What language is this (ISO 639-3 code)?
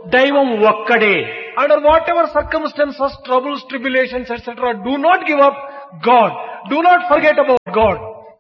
tel